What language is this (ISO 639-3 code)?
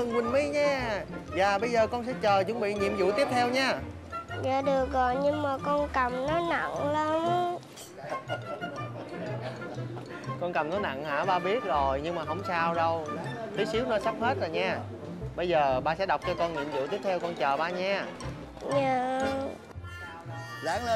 vie